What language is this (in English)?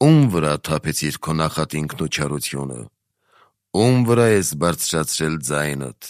Armenian